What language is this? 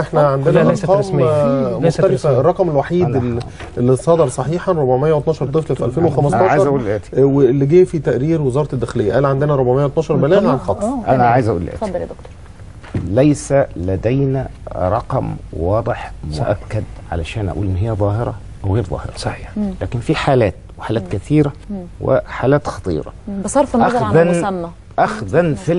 Egyptian Arabic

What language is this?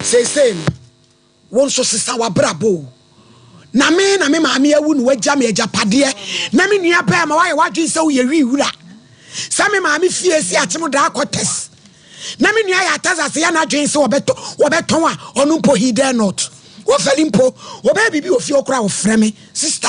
Akan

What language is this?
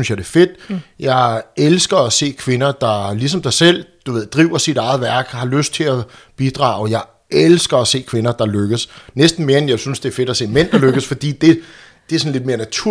Danish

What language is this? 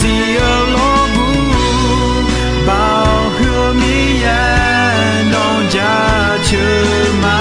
Akha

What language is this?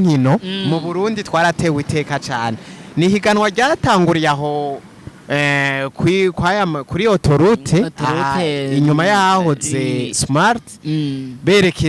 Rundi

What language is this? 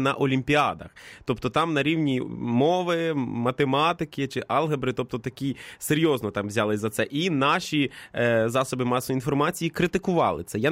Ukrainian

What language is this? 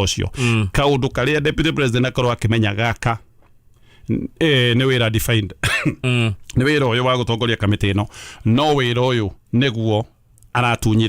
Kikuyu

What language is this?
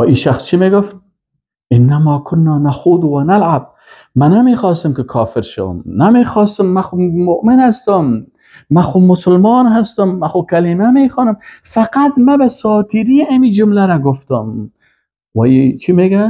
Persian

